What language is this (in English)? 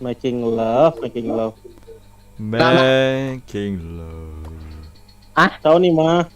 Banjar